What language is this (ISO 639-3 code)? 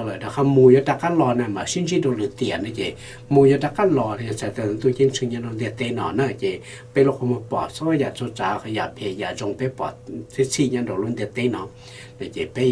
hmn